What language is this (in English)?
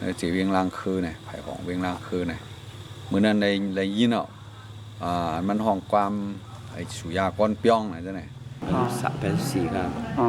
Shan